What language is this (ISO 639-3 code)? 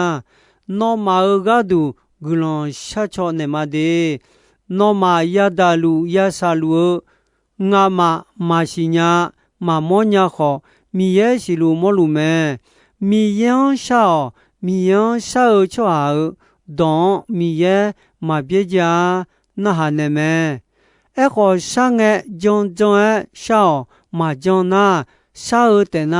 ahk